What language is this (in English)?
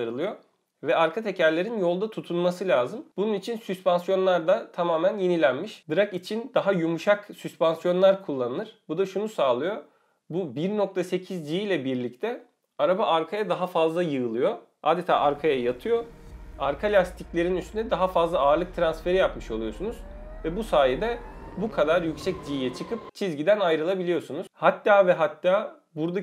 Turkish